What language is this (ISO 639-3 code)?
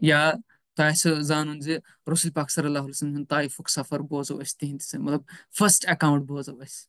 kas